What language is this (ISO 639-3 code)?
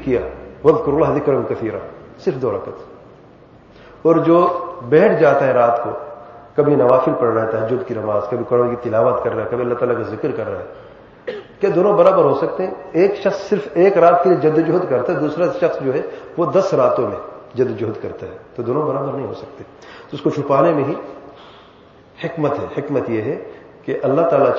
urd